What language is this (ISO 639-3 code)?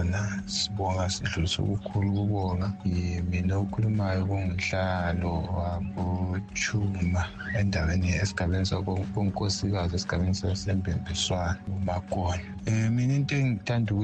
nde